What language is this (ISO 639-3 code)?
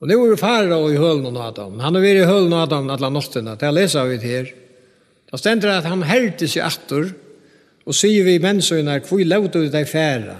fao